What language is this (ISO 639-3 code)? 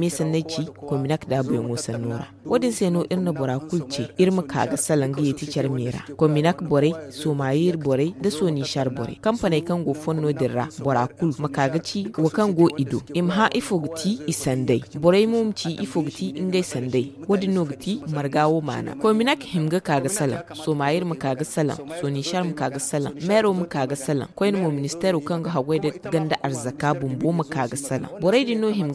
dje